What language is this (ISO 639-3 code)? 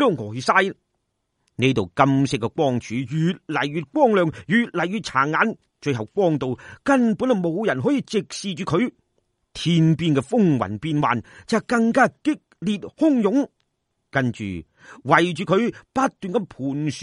yue